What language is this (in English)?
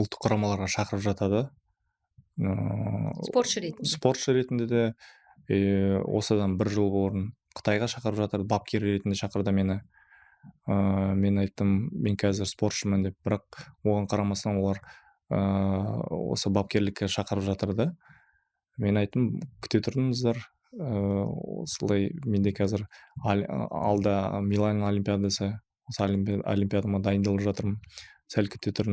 Kazakh